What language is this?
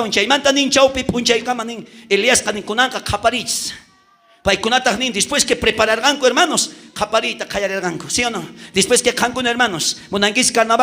South Bolivian Quechua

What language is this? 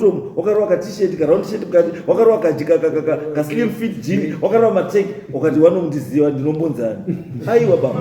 Shona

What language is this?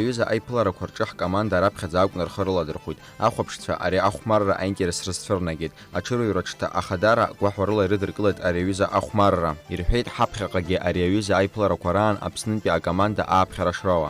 Abkhazian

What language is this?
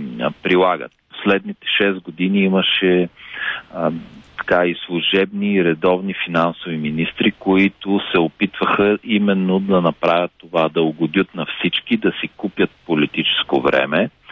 Bulgarian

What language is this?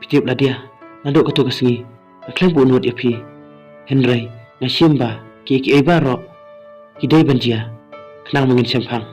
Khasi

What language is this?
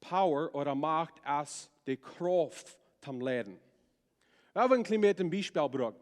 Plautdietsch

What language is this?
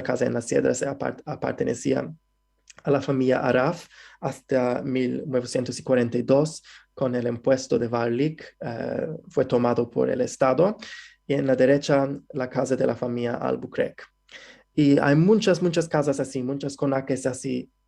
Ladino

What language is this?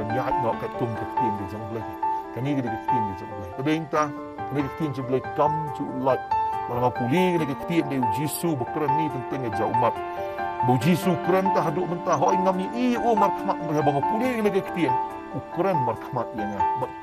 Khasi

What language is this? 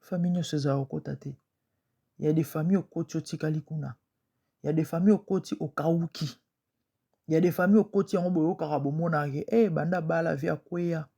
Lingala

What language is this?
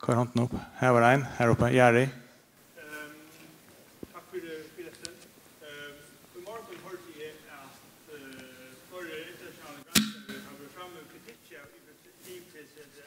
Faroese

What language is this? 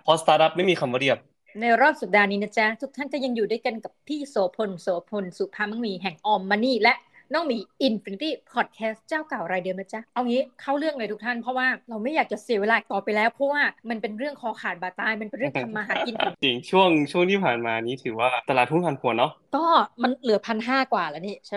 Thai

